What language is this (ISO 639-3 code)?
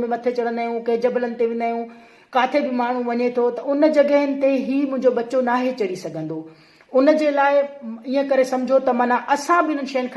snd